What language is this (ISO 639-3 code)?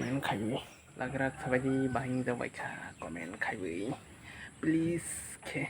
trp